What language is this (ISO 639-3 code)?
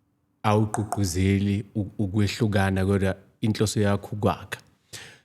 zul